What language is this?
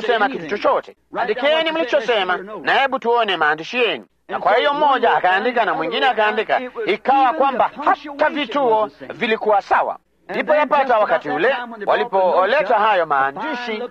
Swahili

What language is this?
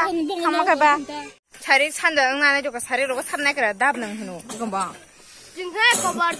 Kok Borok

